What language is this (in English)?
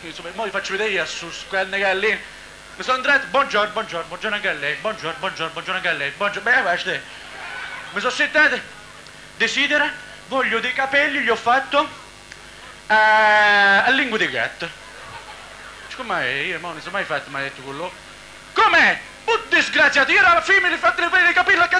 Italian